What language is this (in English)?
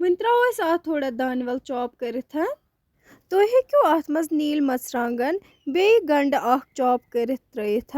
Kashmiri